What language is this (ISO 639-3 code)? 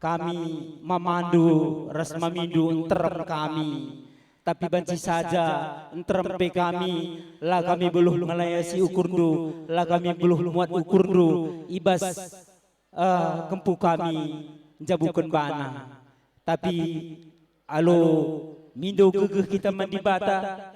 btx